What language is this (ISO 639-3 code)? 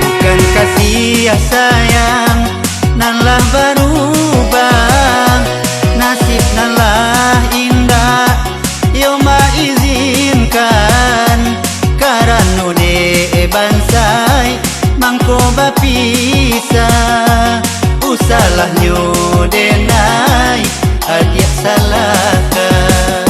min